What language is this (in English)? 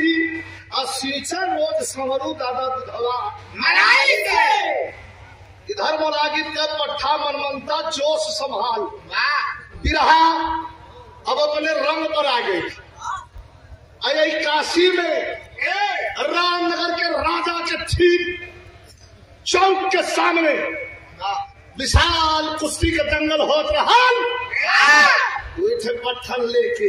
Bhojpuri